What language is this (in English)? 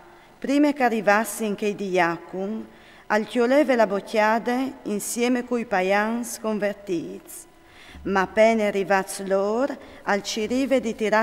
Friulian